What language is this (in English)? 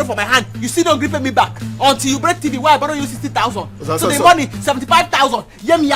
Nigerian Pidgin